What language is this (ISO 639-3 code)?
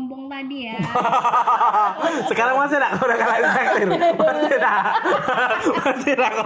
ind